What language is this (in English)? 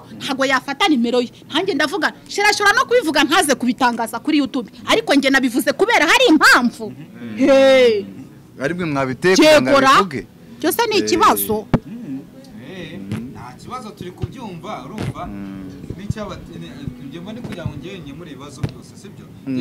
Kinyarwanda